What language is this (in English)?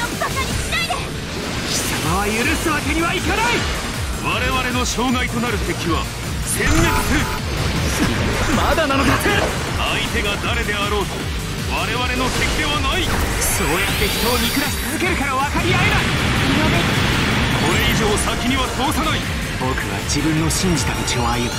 Japanese